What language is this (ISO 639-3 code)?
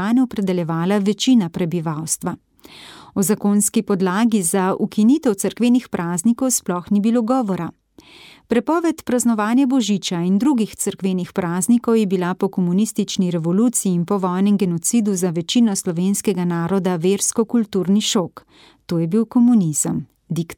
slv